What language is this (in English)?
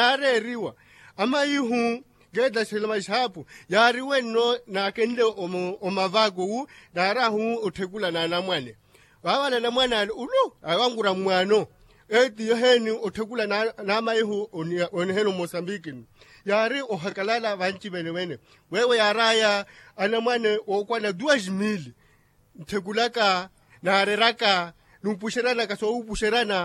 Makhuwa